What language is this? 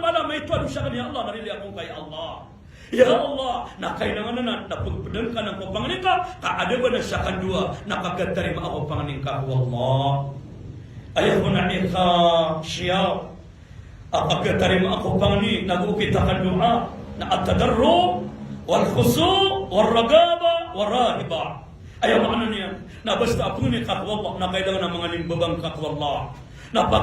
Maranao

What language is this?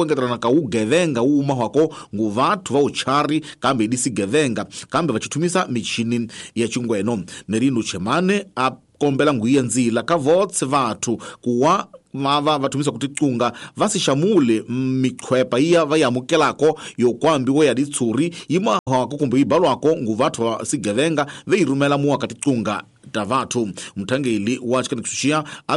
Tsonga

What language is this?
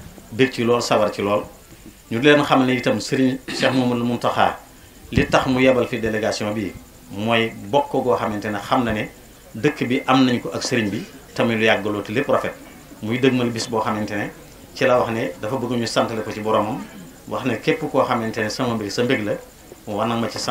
Wolof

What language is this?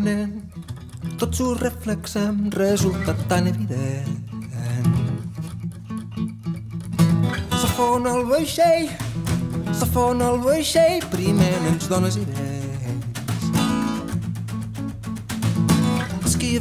Catalan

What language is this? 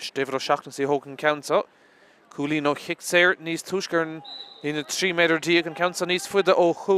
Irish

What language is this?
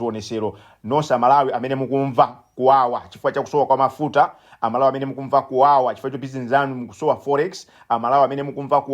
Nyanja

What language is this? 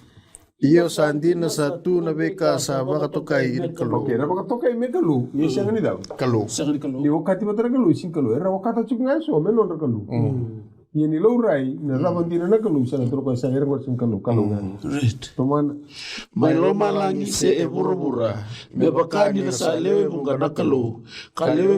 Fijian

